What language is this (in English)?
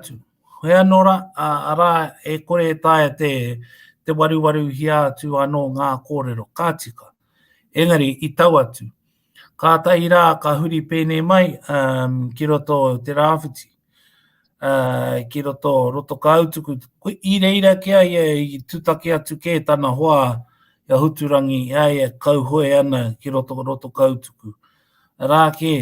Māori